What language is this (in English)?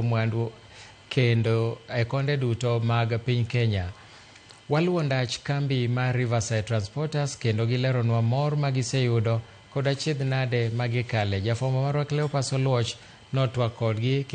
Luo (Kenya and Tanzania)